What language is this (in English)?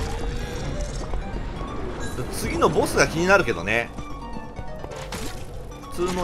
Japanese